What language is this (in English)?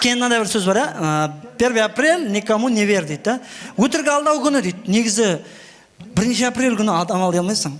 Kara-Kalpak